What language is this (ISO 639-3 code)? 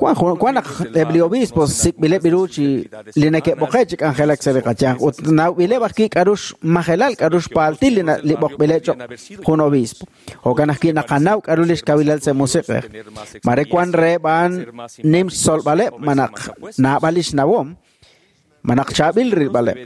kek